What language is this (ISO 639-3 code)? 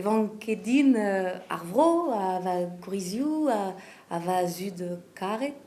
bre